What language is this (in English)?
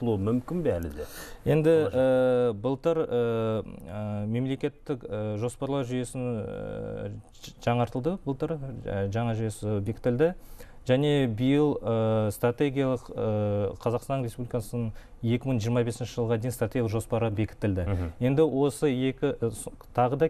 Kazakh